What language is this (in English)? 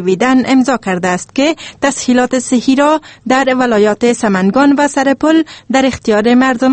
Persian